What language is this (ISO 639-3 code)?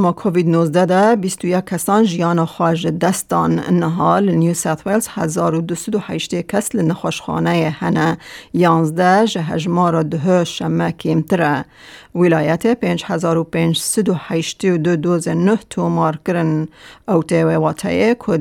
kur